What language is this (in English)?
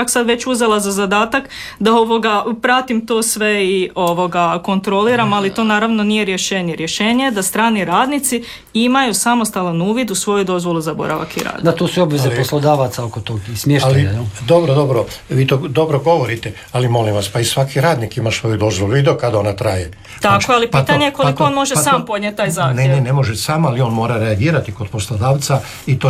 Croatian